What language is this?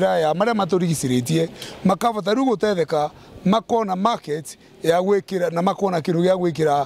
Meru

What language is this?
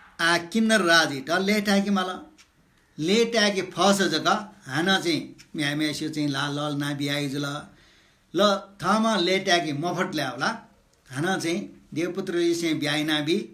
Newari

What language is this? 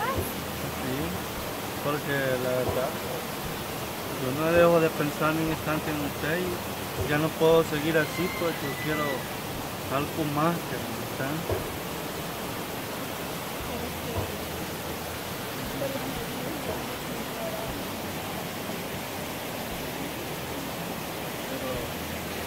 Spanish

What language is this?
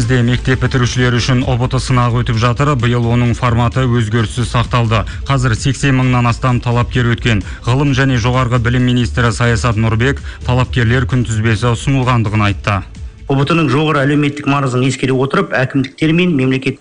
Kazakh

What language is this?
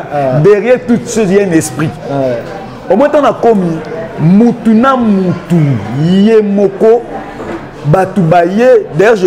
Lingala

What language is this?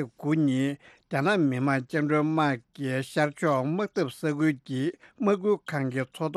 Tibetan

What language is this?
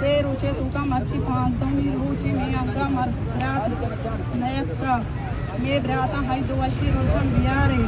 Baluchi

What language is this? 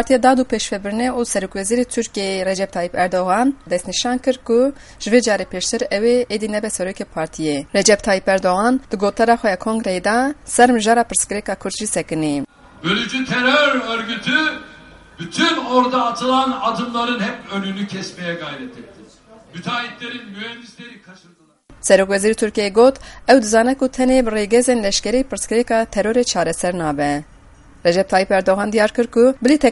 Kurdish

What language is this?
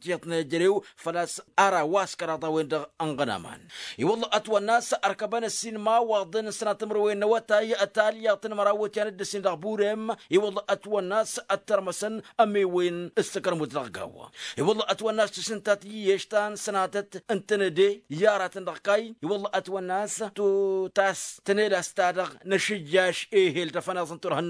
Tamasheq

